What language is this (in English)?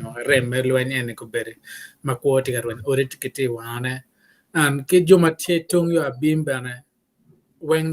Acoli